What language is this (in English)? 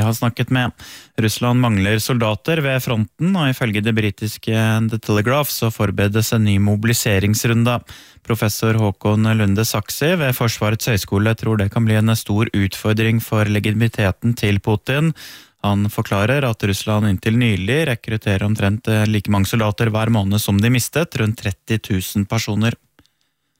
Norwegian